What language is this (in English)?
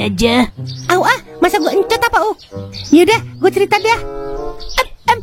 Betawi